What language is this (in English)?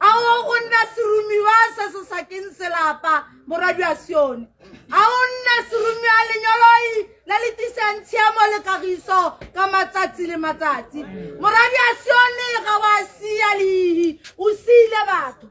Tswana